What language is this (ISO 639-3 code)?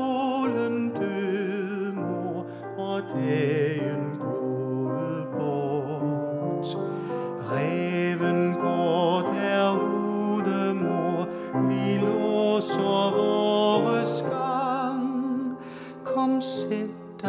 dan